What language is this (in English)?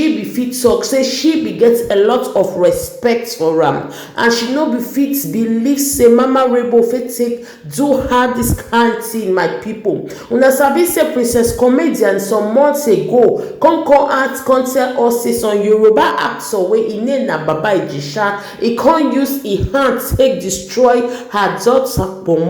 Nigerian Pidgin